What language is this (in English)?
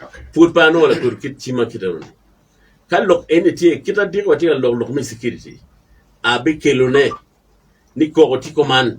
Acoli